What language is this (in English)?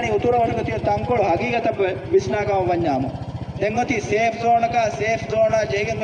Divehi